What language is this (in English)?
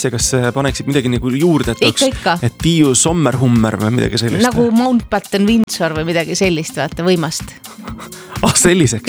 Estonian